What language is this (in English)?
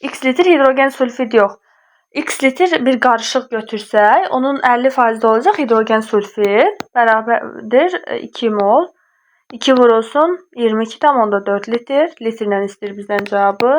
Azerbaijani